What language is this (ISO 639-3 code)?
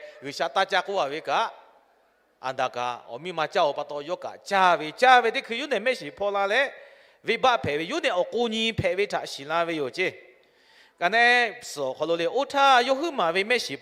lhu